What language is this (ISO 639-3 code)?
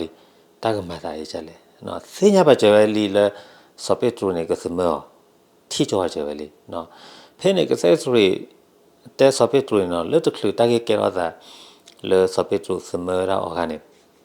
ksw